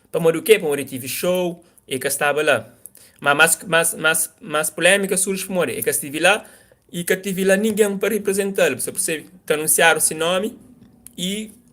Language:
Kabuverdianu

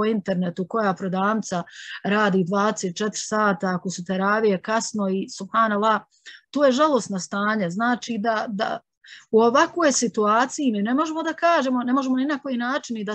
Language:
Bosnian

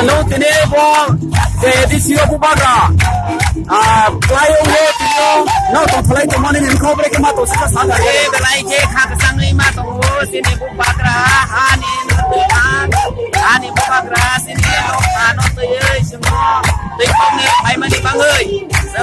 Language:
Riang (India)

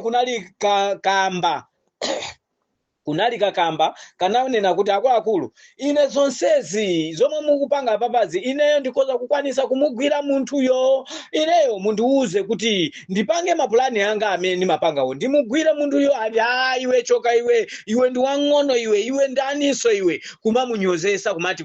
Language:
Nyanja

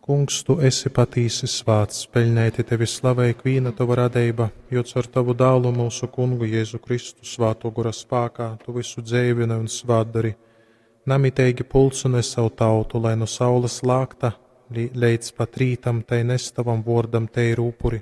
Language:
Latgalian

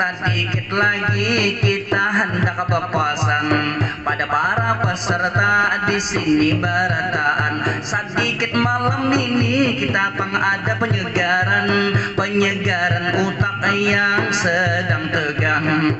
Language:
Banjar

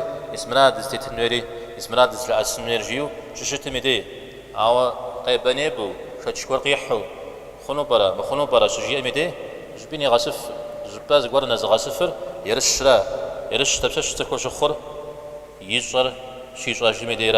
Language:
Kabardian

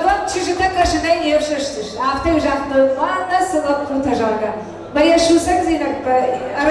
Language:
Ossetic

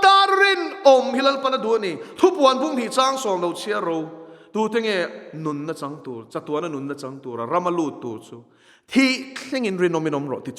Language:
Mizo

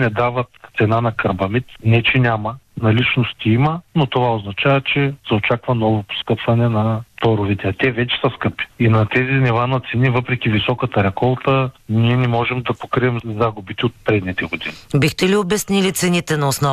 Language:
Bulgarian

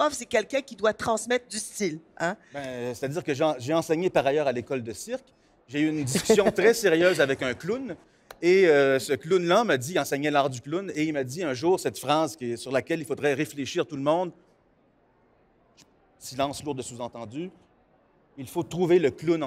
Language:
French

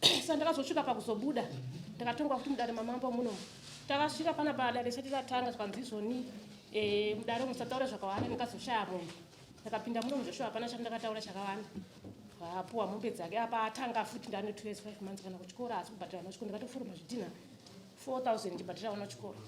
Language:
Shona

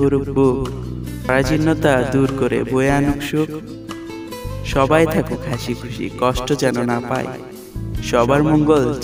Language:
Bangla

